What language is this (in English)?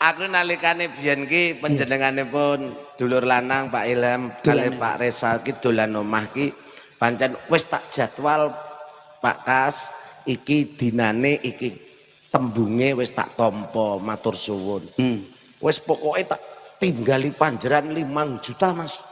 Javanese